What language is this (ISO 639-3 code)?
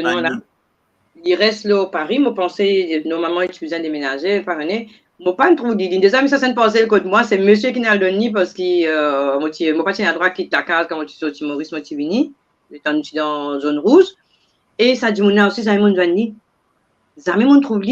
mfe